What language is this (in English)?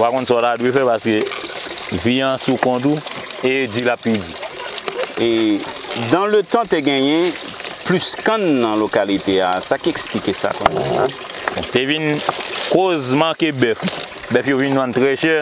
Haitian Creole